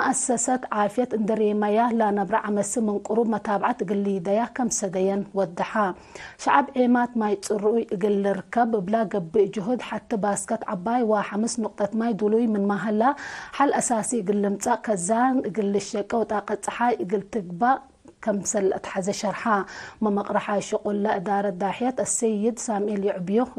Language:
Tigre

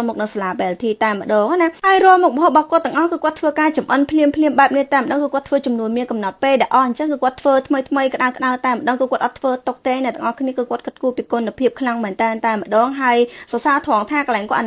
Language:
Khmer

